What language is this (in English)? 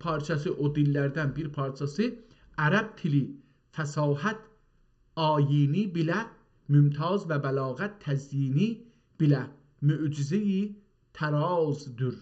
South Azerbaijani